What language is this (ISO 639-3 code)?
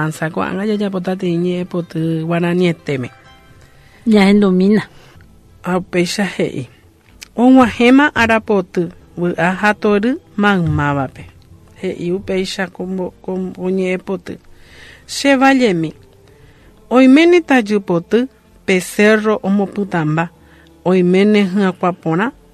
grn